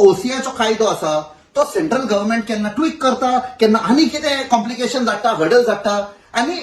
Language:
Konkani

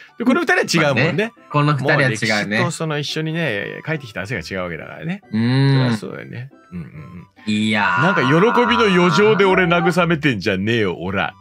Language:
Japanese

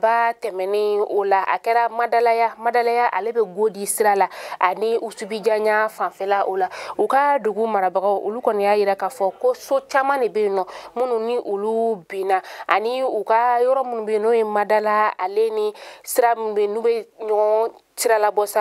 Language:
Bambara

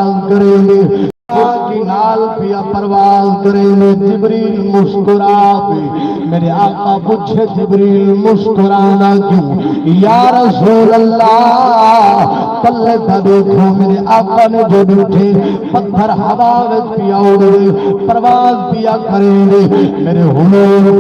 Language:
Saraiki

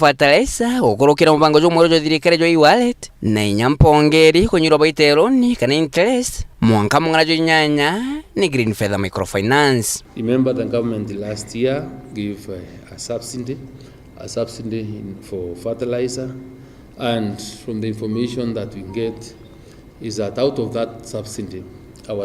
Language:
Meru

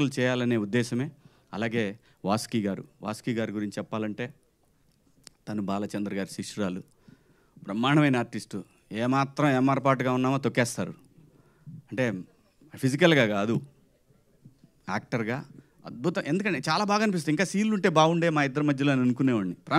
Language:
Telugu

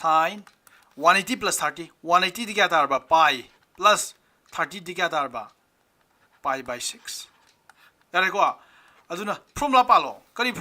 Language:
Manipuri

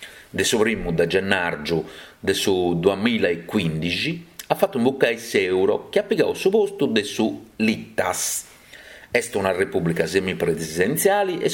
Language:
Sardinian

